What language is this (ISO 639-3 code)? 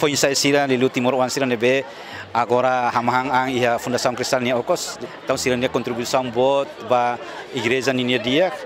tet